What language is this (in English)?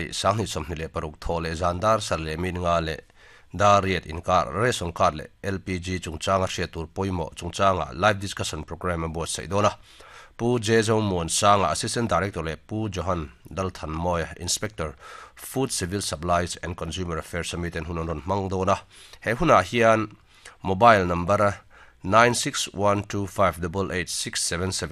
Mizo